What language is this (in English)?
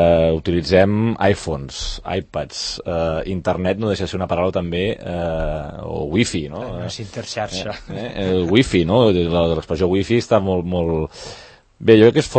Catalan